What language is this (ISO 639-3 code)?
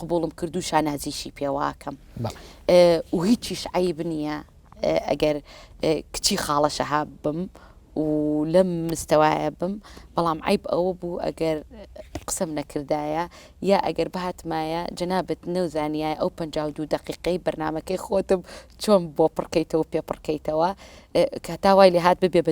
ckb